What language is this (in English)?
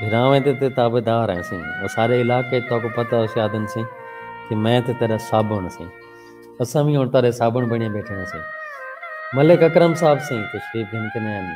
Saraiki